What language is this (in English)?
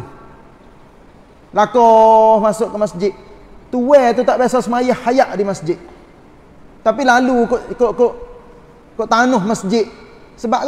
Malay